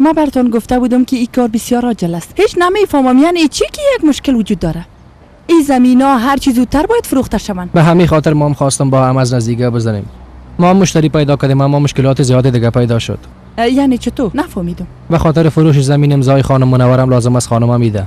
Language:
Persian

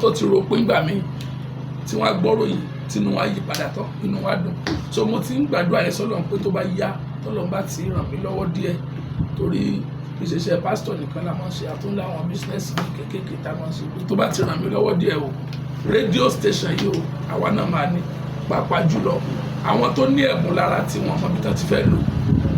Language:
Yoruba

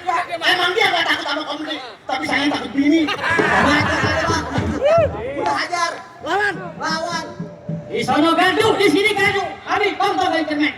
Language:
Betawi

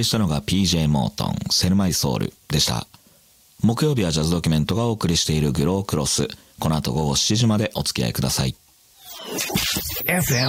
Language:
Japanese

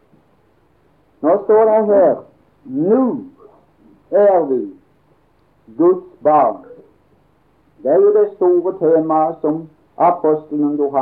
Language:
Norwegian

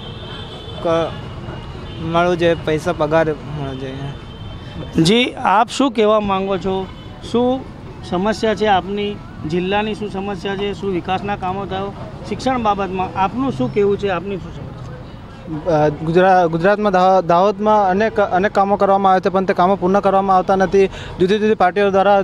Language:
Gujarati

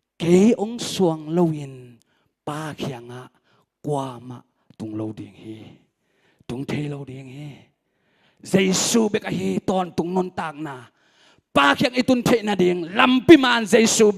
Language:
Tedim Chin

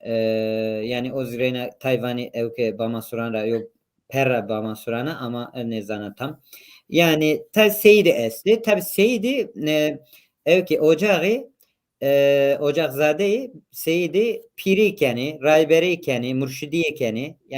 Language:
Zaza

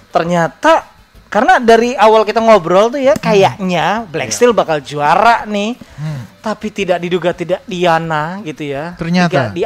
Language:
Indonesian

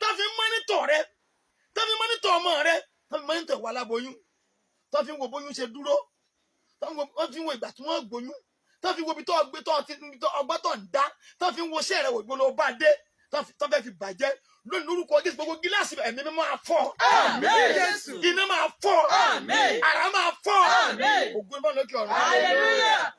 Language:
Yoruba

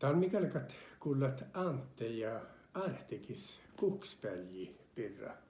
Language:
Northern Sami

